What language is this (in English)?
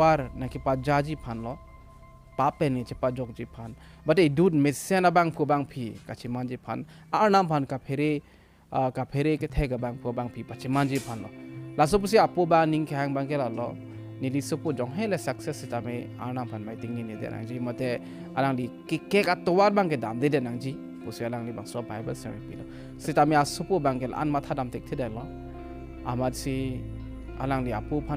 Karbi